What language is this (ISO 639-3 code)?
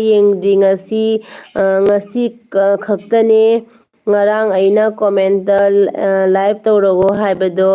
mni